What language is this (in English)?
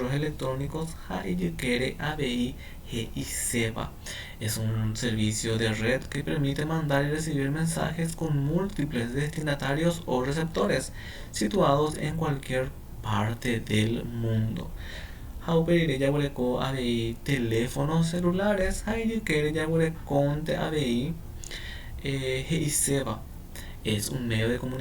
Guarani